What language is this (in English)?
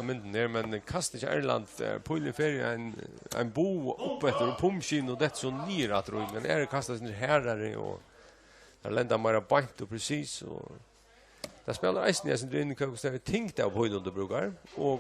Faroese